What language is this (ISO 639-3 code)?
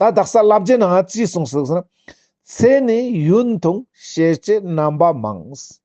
lbj